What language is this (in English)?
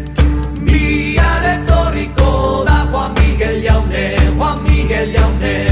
Basque